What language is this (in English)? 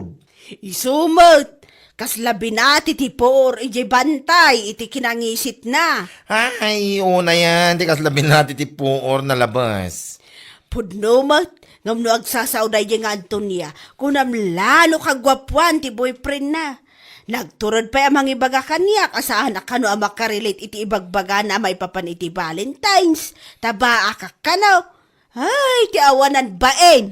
Iloko